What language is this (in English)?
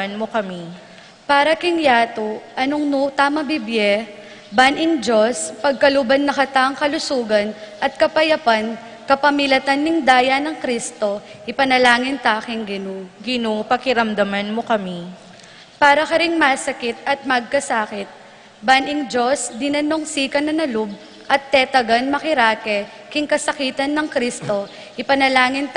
Pampanga